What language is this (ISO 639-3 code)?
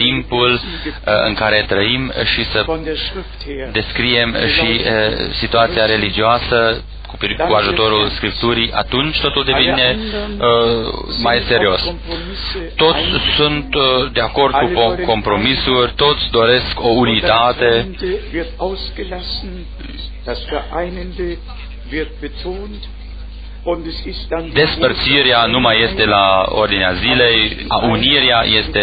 ron